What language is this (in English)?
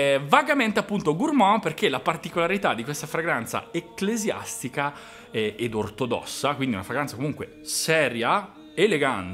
Italian